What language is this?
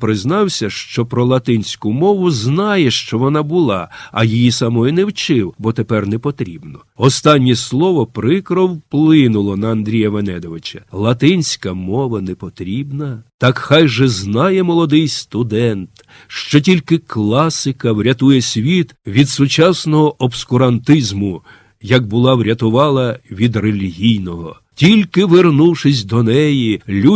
Ukrainian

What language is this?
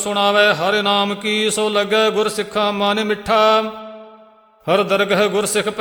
Punjabi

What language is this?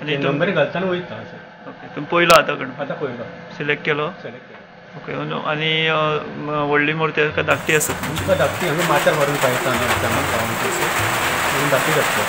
Konkani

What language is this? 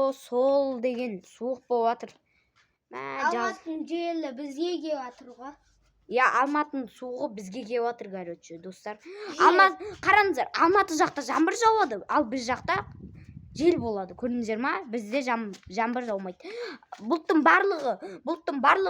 Kazakh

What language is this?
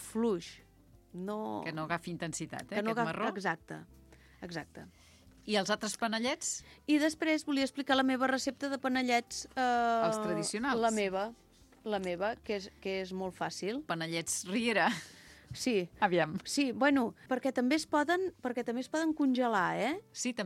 Catalan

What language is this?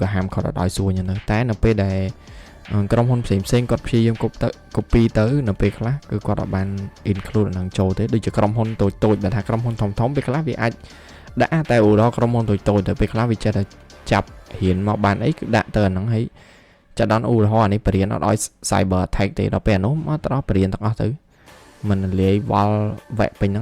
Khmer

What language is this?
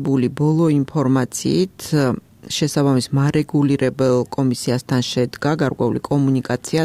Georgian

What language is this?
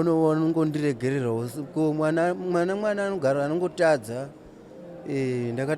Shona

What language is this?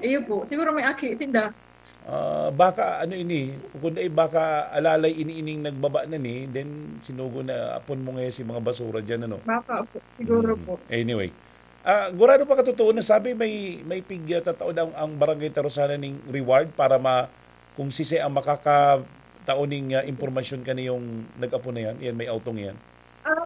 Bikol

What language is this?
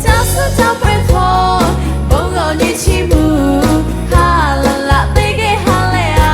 Lahu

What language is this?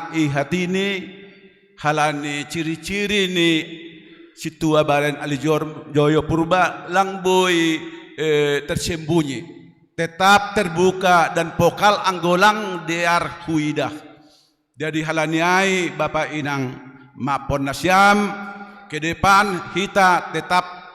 Batak Simalungun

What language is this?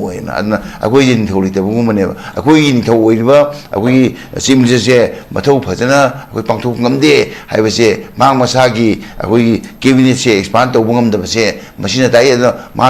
Manipuri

